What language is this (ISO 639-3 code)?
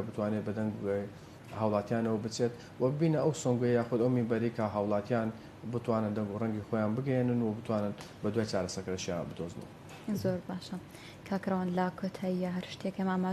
ckb